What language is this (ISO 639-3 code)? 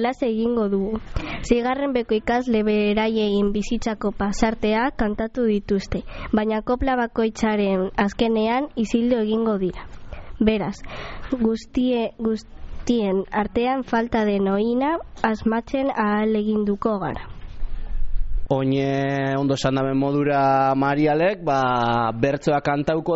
eus